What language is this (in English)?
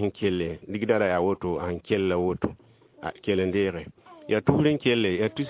Mossi